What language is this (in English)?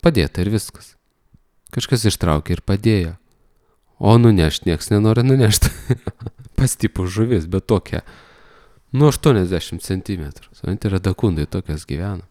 Lithuanian